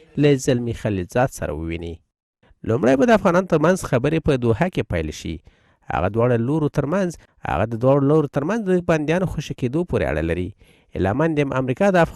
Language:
Pashto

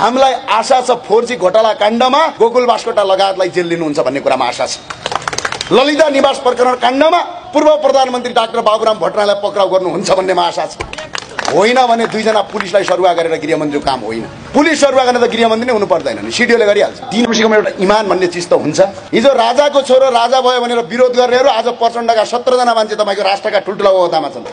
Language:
Nepali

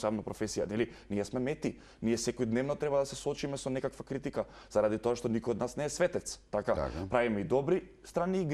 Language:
Macedonian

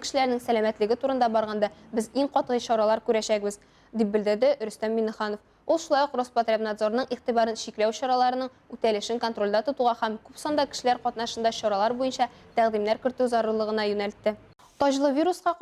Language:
Tatar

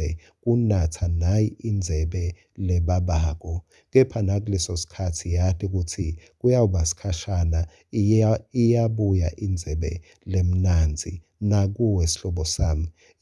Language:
Swati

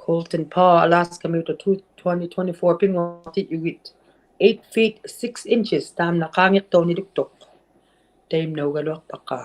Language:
Inuktitut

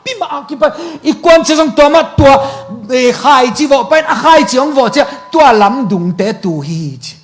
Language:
Tedim Chin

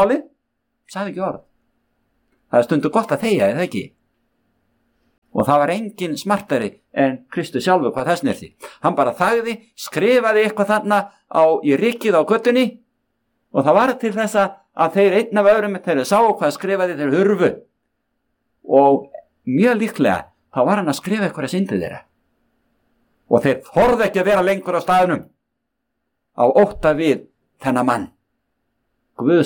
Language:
Icelandic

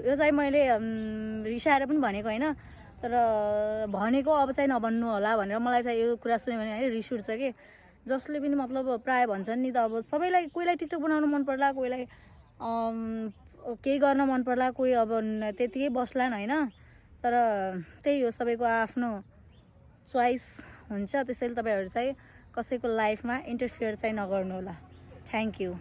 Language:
Nepali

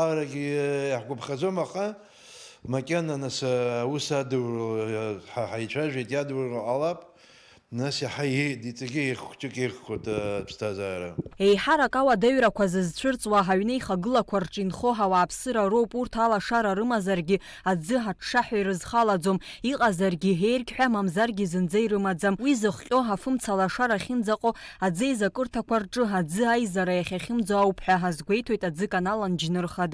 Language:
Abkhazian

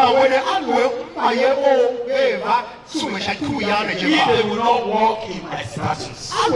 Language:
Tiv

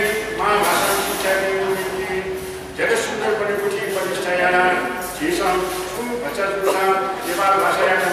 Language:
Newari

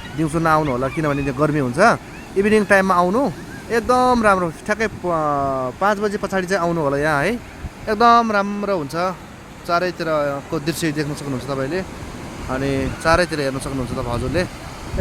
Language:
Nepali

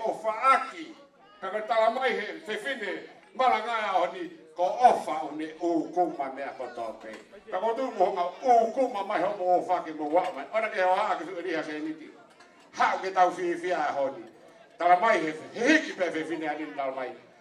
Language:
Tongan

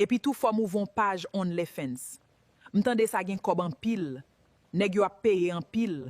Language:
Haitian Creole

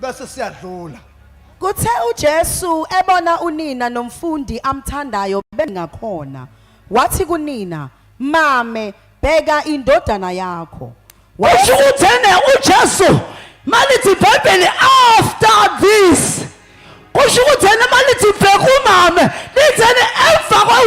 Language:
Zulu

